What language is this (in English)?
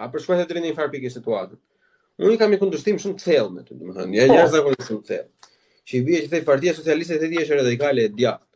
Albanian